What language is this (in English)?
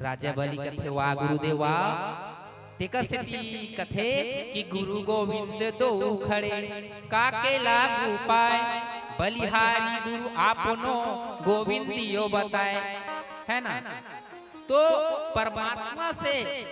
Chhattisgarhi